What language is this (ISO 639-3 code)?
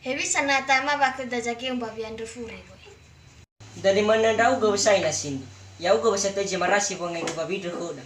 nia